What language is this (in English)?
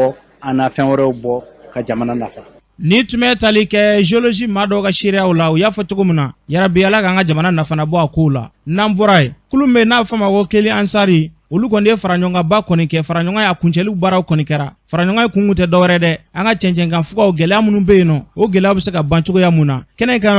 Bambara